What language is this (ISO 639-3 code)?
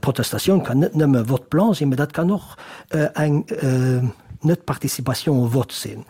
ltz